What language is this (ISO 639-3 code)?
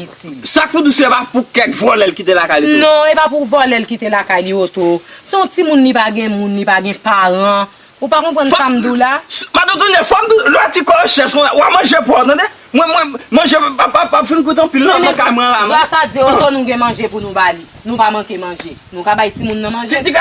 hat